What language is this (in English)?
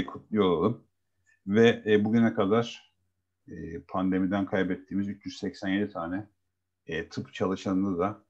Turkish